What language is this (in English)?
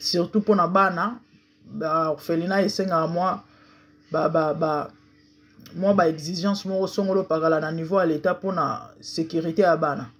Lingala